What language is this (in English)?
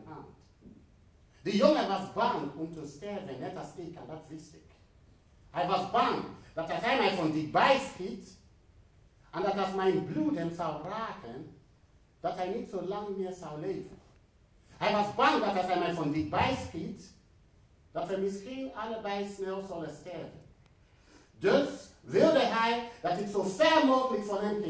Dutch